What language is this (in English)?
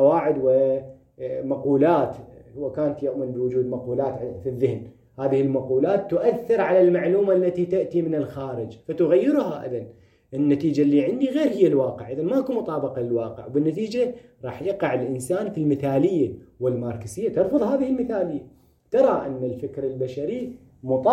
Moroccan Arabic